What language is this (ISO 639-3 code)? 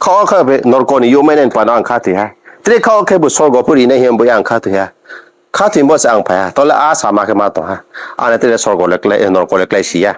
ria